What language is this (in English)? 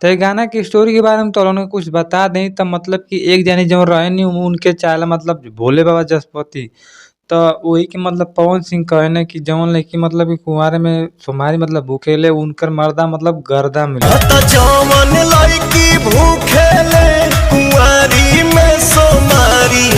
Bhojpuri